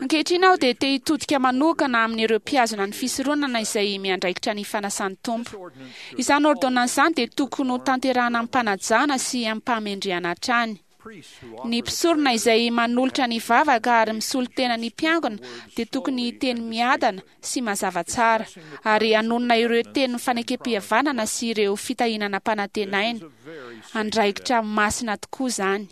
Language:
Malagasy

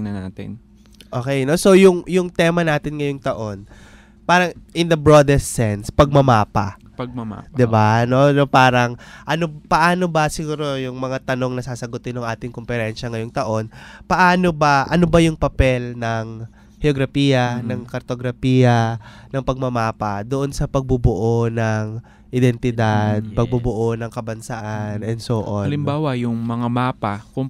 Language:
Filipino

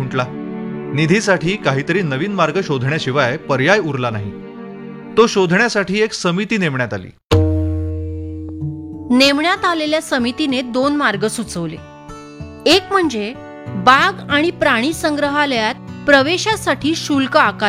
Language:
Marathi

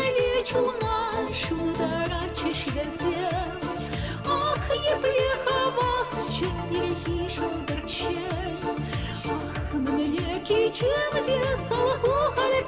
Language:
Chuvash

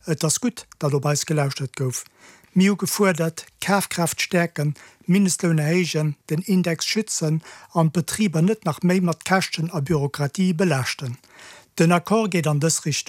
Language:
Luxembourgish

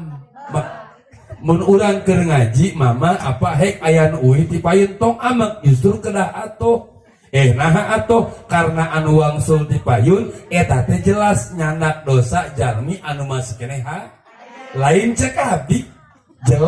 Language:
Sundanese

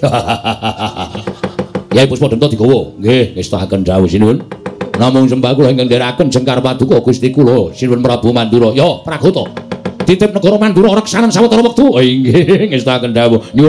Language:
Javanese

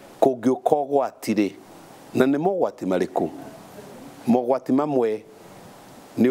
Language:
Kikuyu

